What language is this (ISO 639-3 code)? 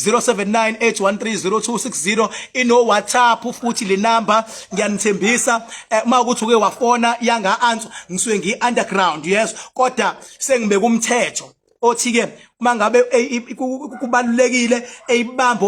zul